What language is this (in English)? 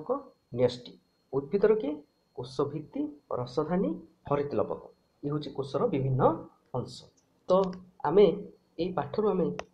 Odia